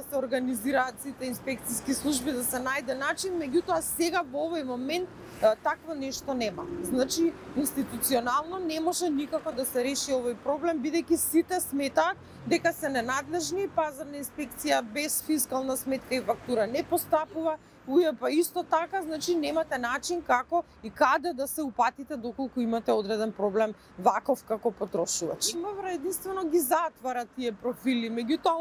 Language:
Macedonian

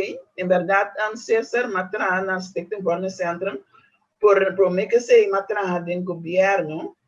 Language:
Papiamento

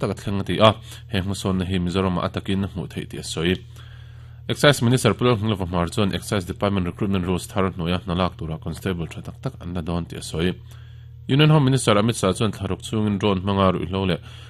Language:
Mizo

